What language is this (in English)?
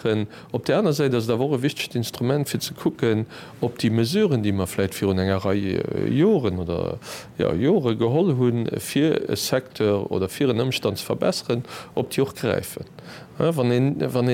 Luxembourgish